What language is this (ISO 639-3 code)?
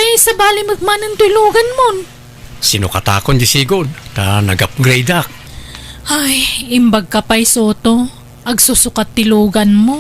ilo